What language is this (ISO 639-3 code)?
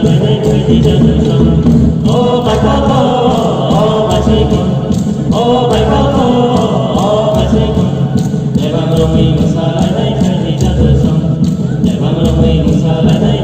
trp